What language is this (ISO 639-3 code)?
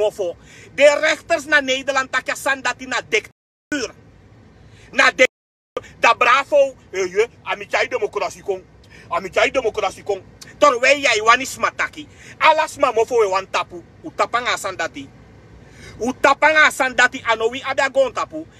srn